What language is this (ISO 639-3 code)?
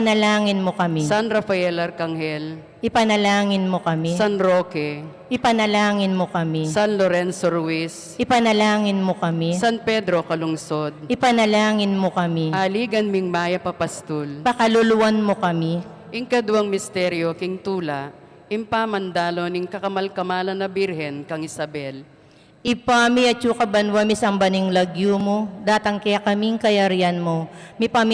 pam